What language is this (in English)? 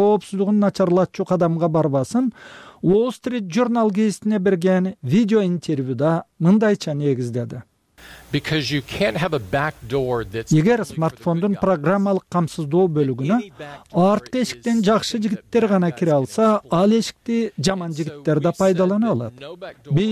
Kyrgyz